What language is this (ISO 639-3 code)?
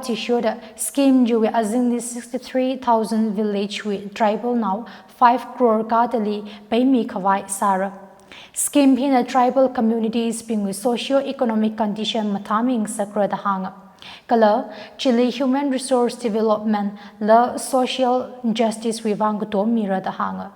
nmf